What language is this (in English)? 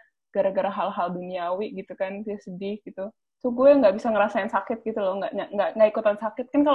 Indonesian